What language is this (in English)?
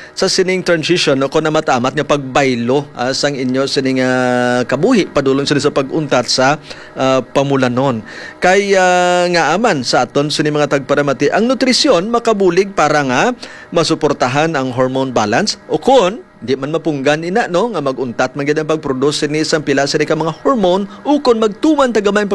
Hiligaynon